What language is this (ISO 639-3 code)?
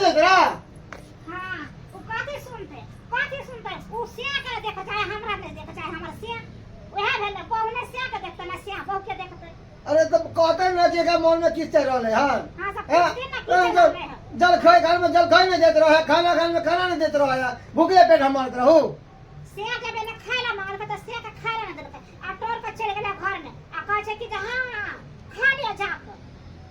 mai